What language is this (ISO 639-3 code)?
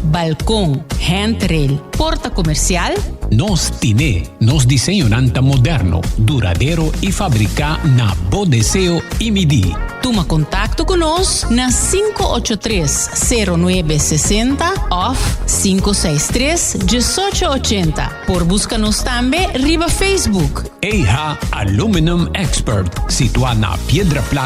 pap